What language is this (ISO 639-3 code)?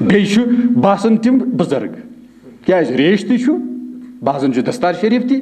kas